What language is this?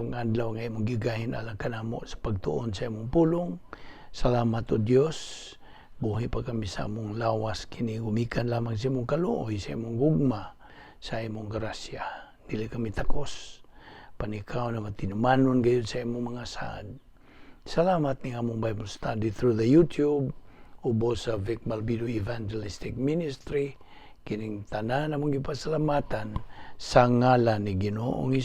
Cebuano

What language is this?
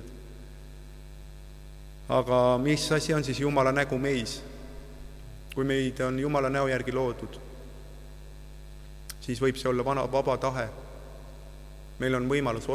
Estonian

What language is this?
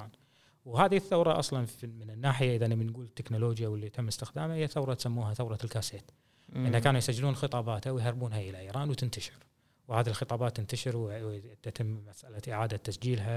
Gulf Arabic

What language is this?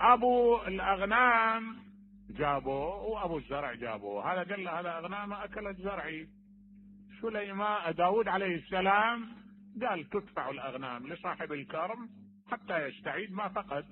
Mesopotamian Arabic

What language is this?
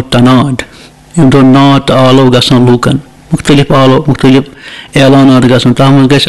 Kashmiri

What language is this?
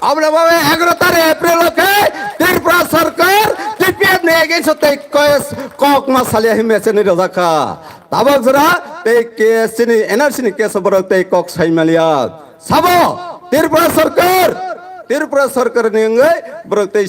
Kok Borok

